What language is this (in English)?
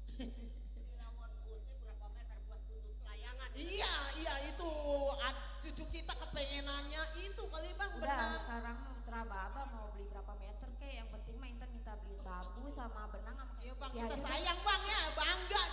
Betawi